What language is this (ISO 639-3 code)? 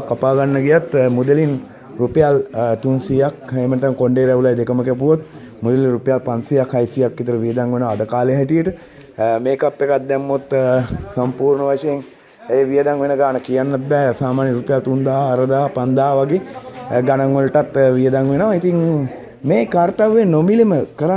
sin